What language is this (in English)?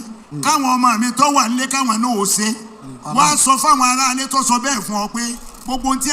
Yoruba